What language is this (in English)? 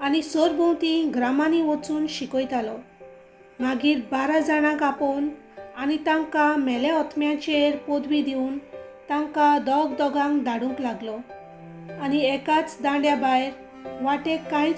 Konkani